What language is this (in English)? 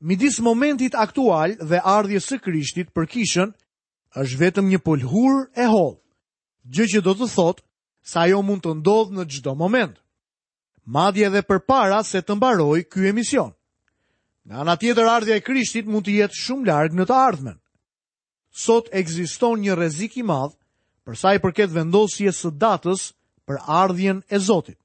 Albanian